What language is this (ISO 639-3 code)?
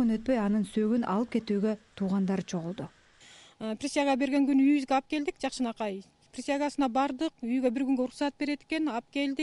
kir